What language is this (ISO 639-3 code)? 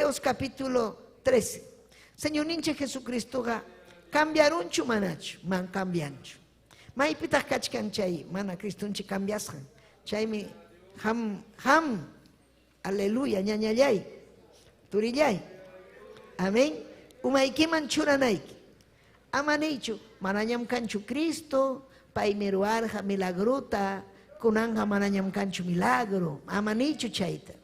quy